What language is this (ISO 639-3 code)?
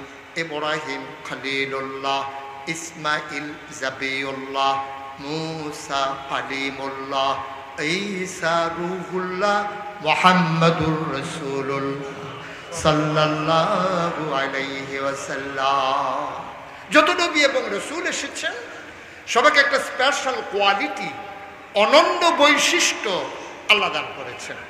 ben